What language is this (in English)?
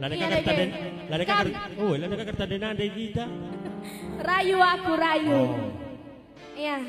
Batak Karo